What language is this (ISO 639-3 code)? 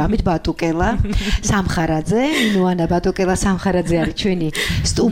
kat